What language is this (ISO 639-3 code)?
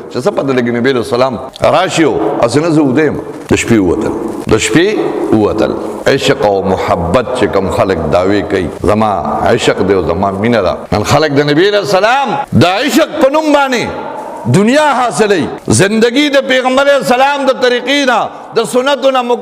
pus